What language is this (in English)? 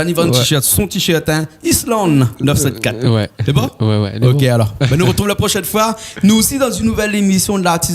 Réunion Creole French